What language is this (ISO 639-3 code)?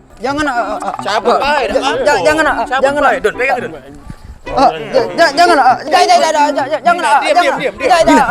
mui